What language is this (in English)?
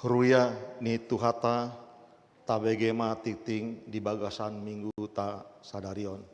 Batak Toba